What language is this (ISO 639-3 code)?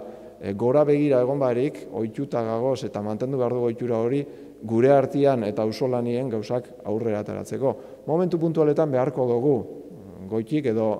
eus